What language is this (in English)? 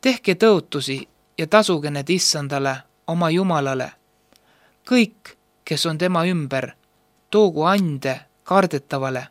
Estonian